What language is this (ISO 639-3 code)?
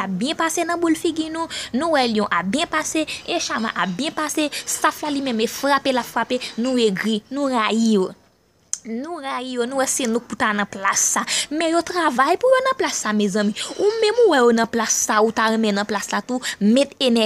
hat